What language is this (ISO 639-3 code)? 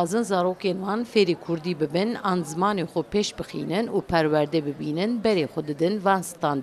kur